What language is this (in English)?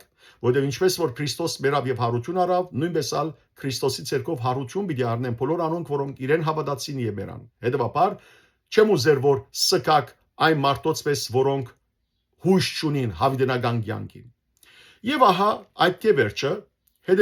Western Armenian